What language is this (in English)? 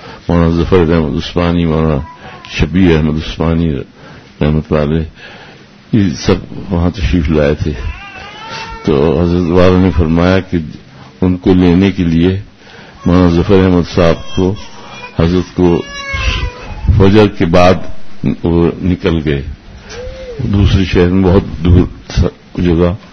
Urdu